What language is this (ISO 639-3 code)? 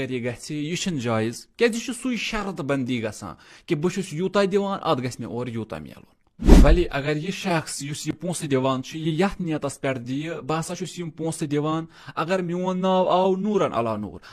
kas